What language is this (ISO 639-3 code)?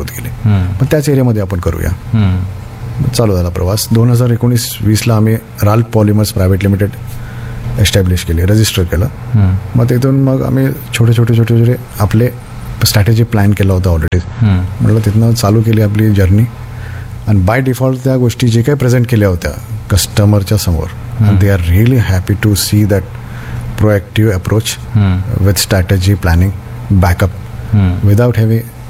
mar